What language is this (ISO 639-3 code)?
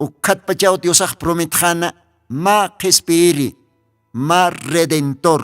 aym